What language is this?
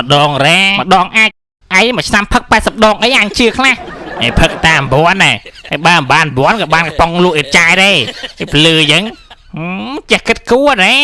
Khmer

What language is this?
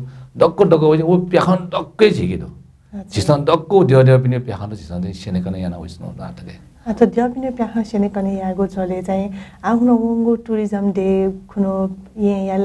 Newari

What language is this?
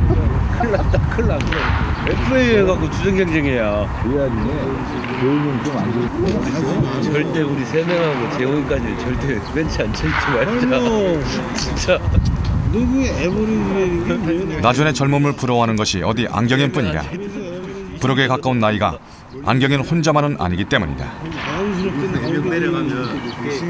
Korean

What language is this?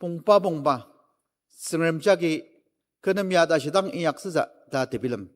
Ao Naga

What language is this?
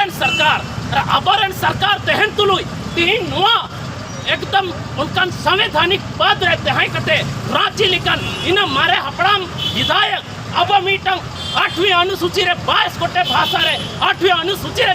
Santali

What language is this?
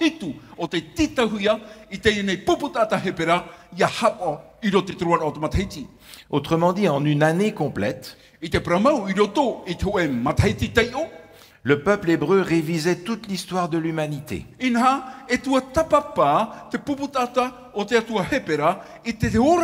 Tahitian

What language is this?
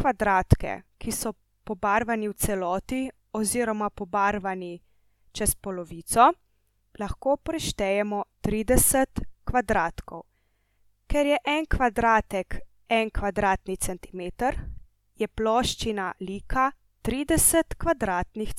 Slovenian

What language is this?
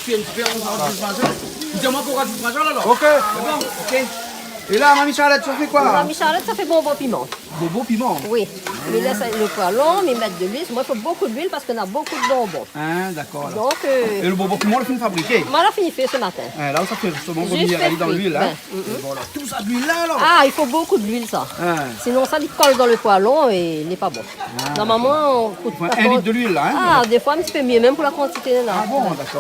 Réunion Creole French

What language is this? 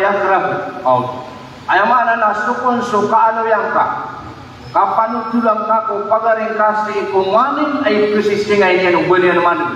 Maranao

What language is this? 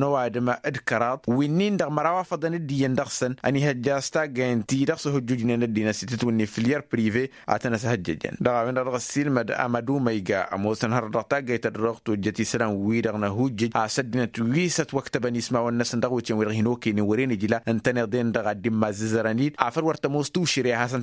Tamasheq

